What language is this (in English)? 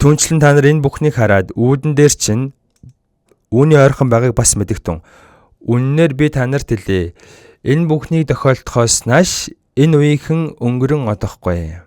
Mongolian